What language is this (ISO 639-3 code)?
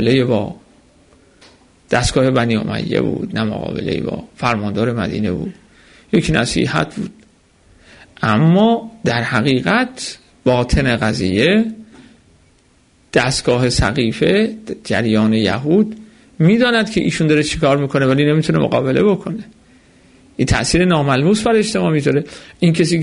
fas